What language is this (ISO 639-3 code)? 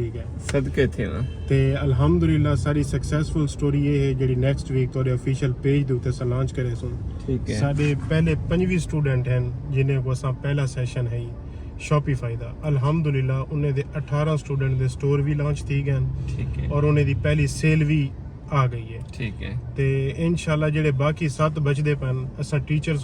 skr